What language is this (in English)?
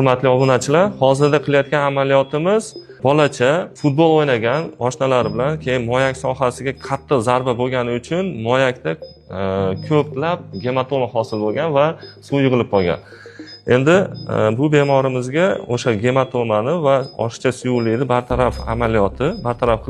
Uzbek